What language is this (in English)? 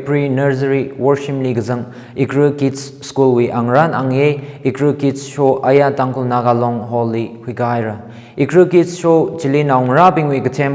Tangkhul Naga (India)